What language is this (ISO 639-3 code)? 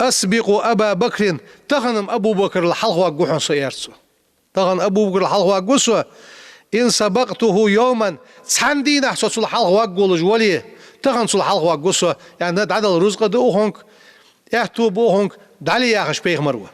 inh